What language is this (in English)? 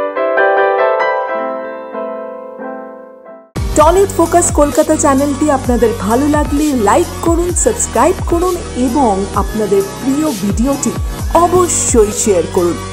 Bangla